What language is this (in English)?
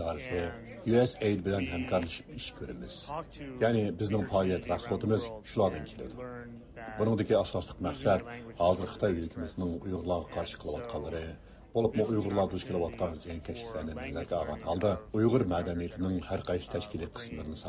Uyghur